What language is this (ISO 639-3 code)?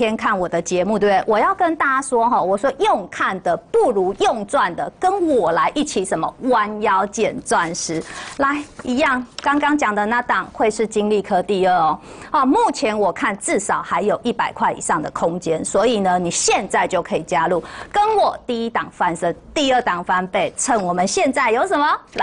zho